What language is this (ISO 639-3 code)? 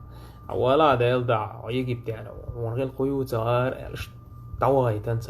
che